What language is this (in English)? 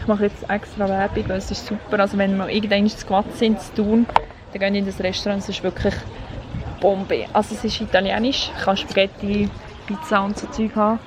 Swiss German